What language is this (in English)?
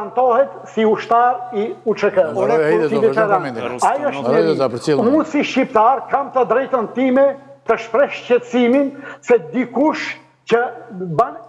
Albanian